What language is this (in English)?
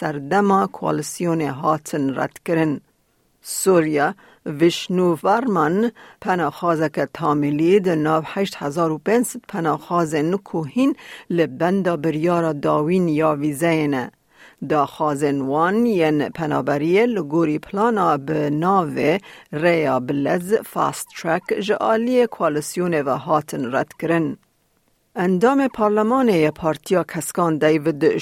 Kurdish